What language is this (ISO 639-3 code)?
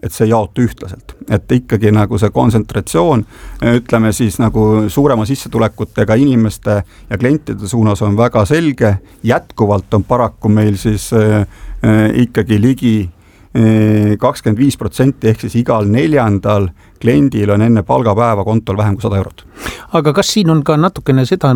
est